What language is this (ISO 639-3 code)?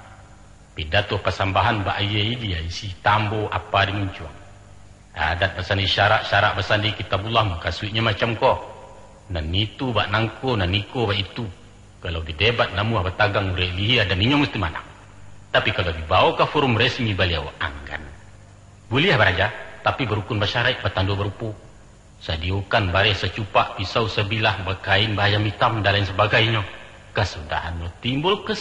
min